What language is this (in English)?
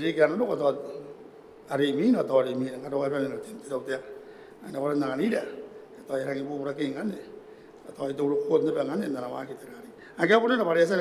Gilbertese